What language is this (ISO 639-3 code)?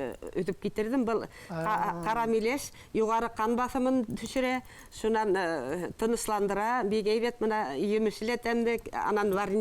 bak